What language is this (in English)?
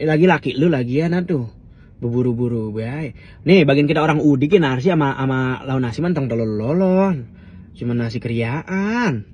Betawi